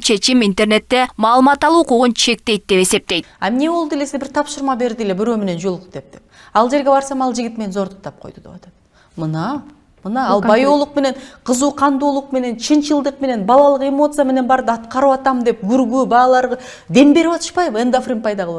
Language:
Kyrgyz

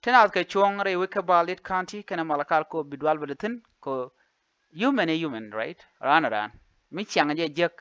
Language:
Nuer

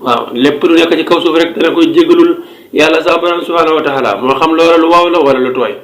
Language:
Wolof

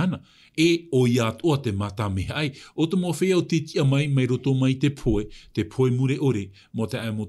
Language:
Tahitian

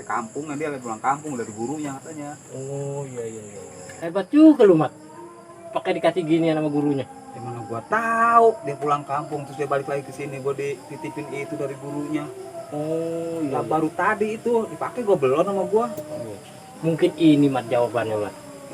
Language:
Betawi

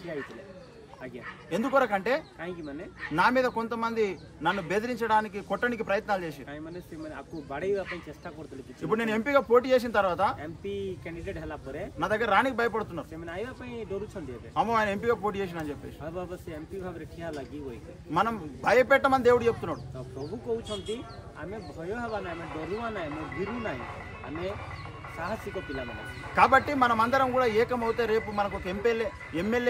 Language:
Telugu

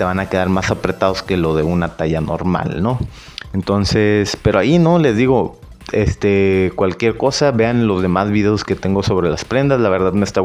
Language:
Spanish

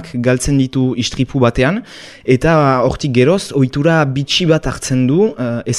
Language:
Basque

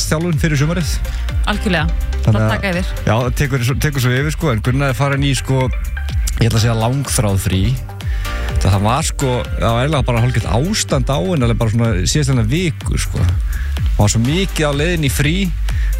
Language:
Icelandic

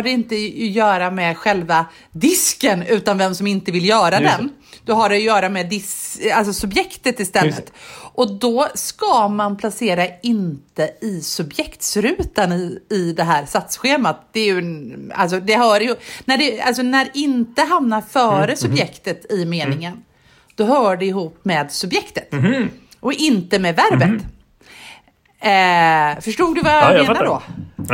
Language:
Swedish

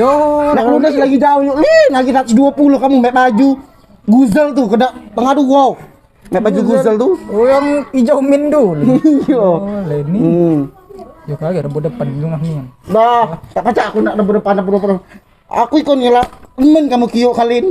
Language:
Musi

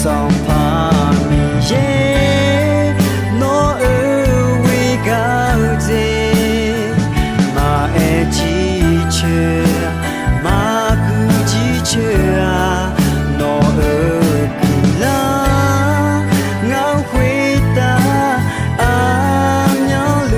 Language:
Akha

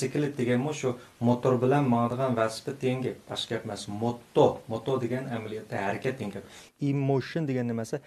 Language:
Uyghur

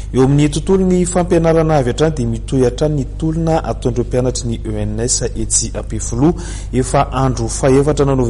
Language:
Malagasy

